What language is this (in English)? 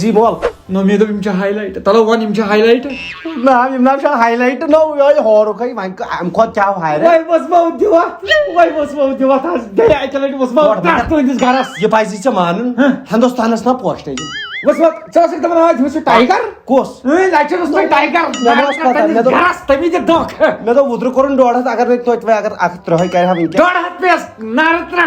Kashmiri